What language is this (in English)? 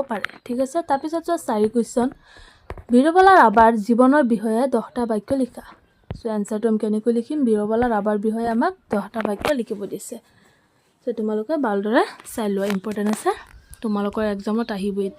Assamese